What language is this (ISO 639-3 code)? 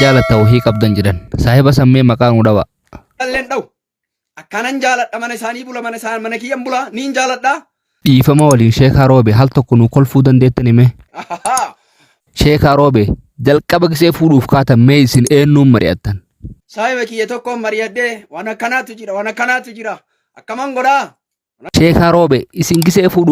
orm